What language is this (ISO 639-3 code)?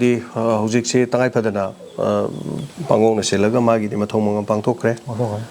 mni